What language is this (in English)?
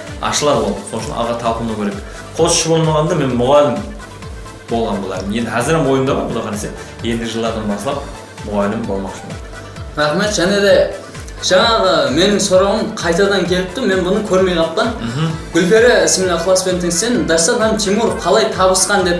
Kara-Kalpak